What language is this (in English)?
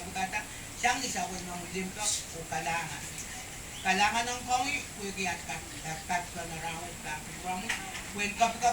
Pohnpeian